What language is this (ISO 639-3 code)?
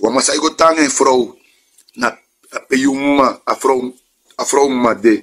srn